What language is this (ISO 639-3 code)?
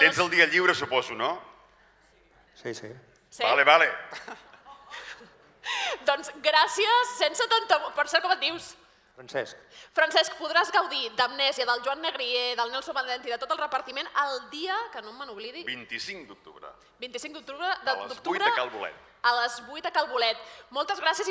cat